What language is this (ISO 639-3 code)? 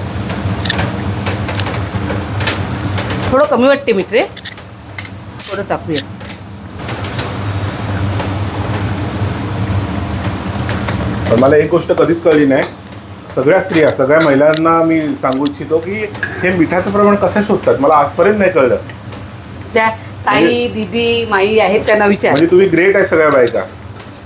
mar